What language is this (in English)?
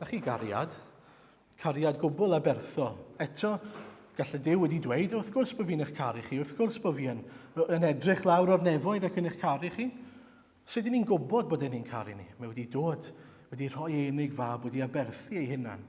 Welsh